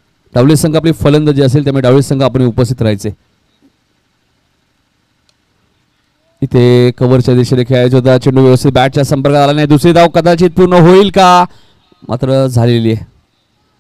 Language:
Marathi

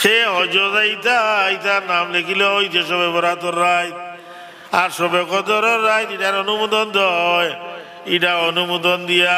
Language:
Sylheti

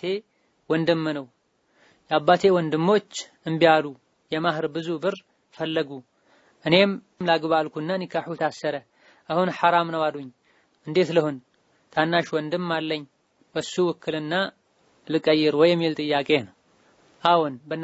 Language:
Amharic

